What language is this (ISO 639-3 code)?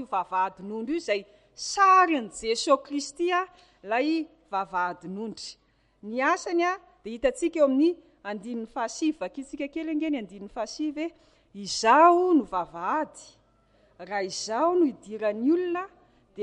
mlg